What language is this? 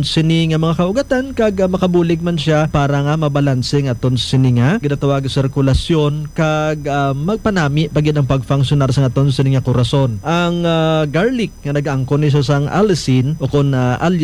Hiligaynon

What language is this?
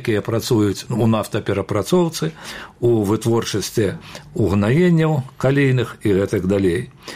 Belarusian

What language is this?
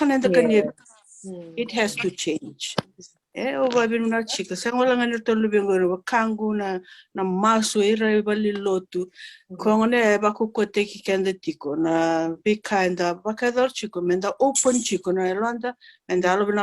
Fijian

